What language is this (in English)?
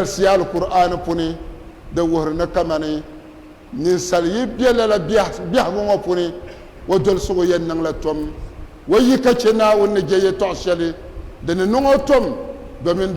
Dagbani